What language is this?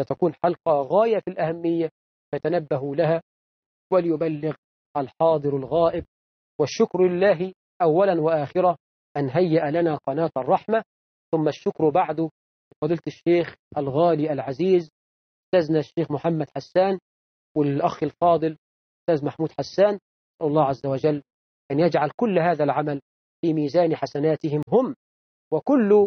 Arabic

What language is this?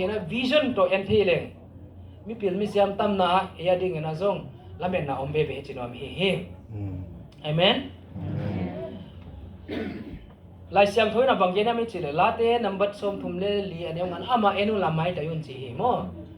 Tedim Chin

